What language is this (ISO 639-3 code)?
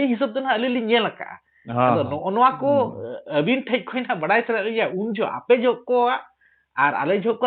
sat